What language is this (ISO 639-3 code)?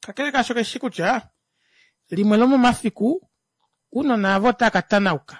kua